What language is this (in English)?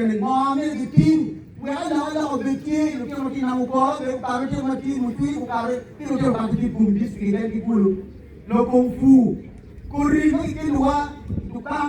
Acoli